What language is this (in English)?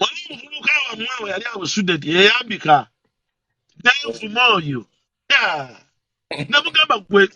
Ganda